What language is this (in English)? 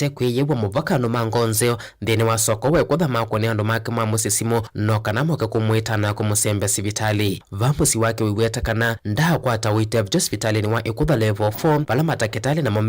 Kamba